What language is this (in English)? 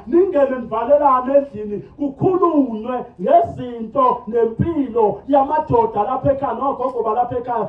Zulu